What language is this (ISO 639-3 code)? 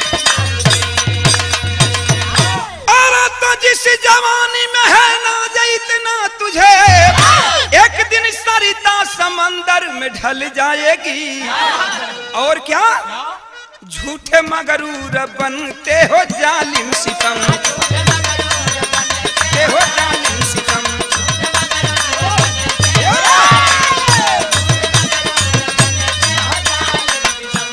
bho